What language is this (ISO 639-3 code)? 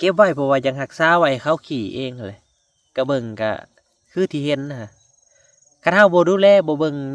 lao